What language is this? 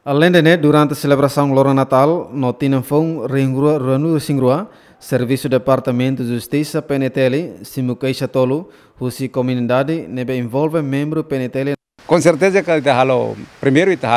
Tetum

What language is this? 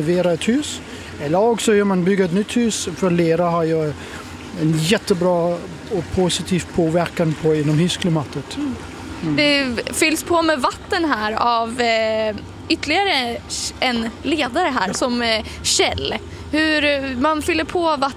Swedish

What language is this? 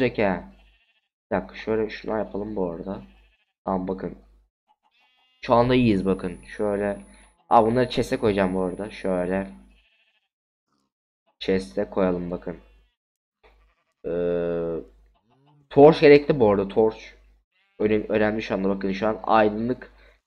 Turkish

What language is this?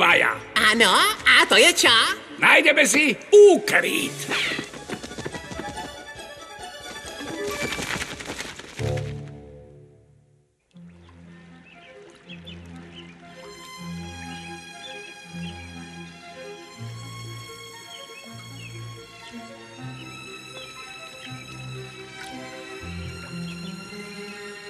Slovak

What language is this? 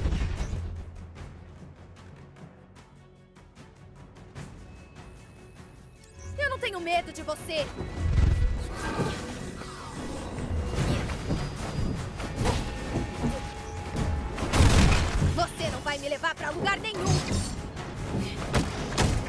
Portuguese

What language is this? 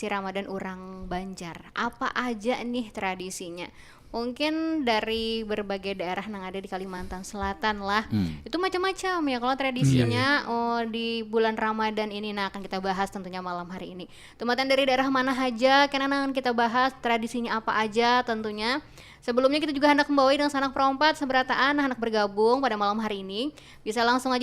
Banjar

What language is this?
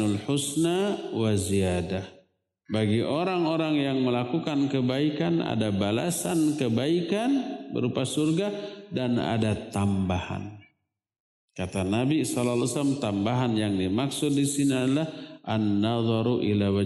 Indonesian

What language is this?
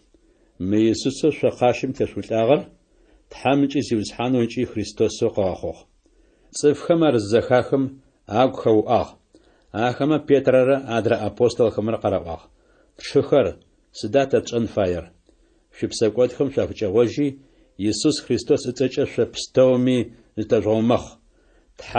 Adyghe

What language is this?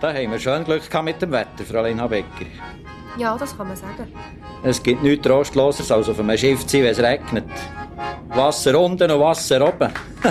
Swiss German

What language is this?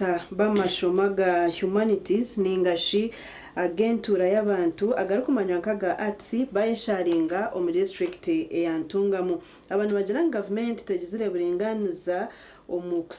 Nyankole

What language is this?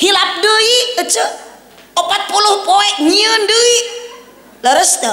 Sundanese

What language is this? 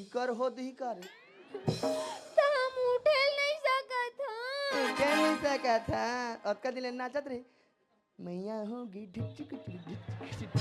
Chhattisgarhi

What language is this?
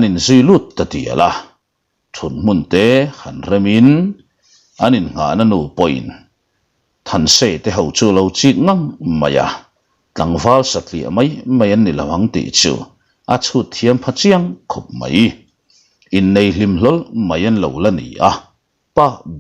Mizo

